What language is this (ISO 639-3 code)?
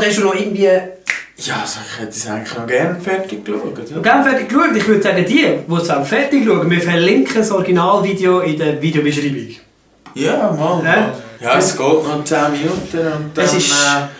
gsw